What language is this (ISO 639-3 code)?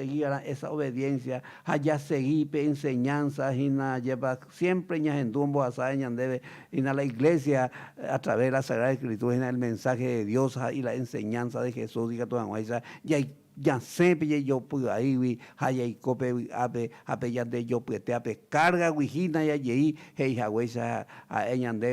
grn